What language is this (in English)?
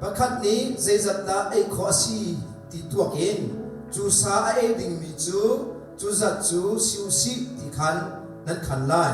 Hakha Chin